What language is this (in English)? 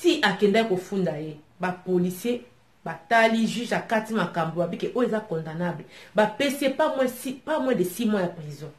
Lingala